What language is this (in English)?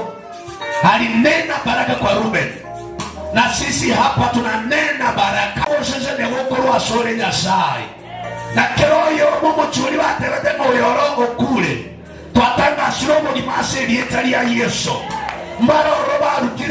Gusii